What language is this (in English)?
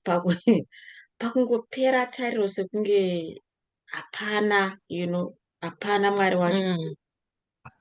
Shona